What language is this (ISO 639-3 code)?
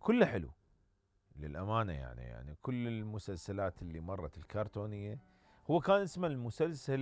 acm